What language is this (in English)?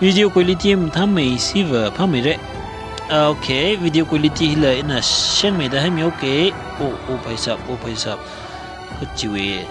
Tangkhul Naga (India)